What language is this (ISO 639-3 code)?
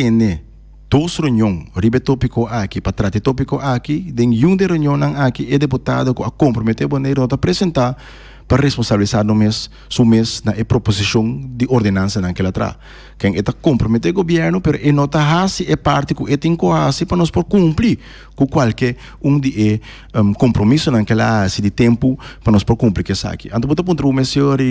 pap